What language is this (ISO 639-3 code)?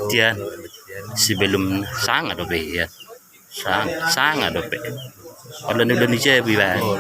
bbc